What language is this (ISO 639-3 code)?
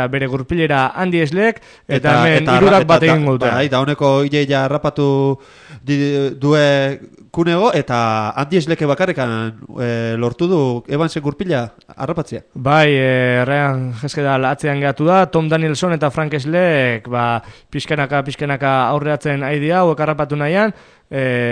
eus